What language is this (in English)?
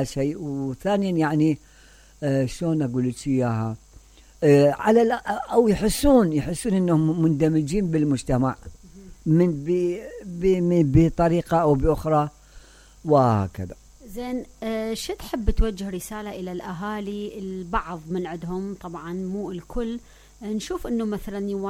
Mesopotamian Arabic